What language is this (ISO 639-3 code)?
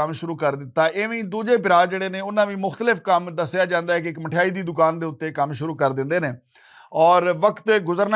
lah